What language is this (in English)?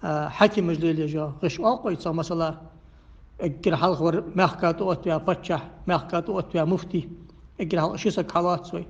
Ingush